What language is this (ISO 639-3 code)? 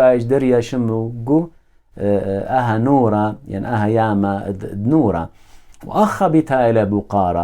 aii